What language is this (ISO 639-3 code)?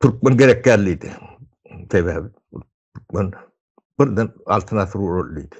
tuk